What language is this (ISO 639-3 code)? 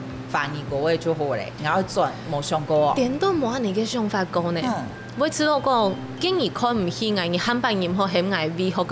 hak